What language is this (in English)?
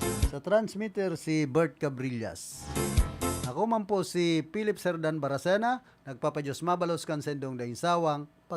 Bikol